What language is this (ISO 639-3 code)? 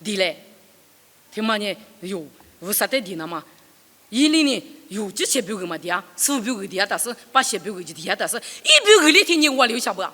lis